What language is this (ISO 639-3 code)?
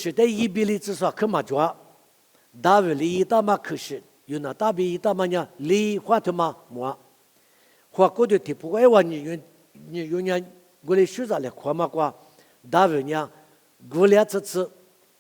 lis